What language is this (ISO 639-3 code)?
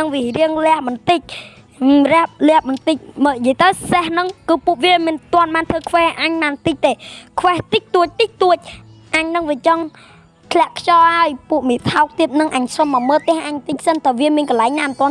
khm